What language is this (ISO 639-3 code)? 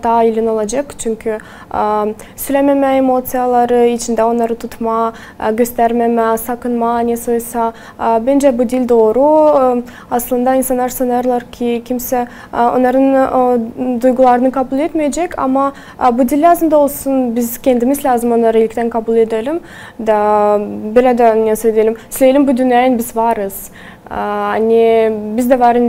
gag